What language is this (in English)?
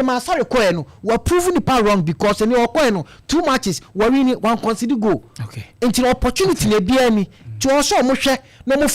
Akan